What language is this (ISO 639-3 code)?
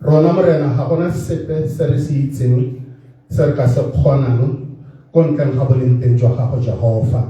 tsn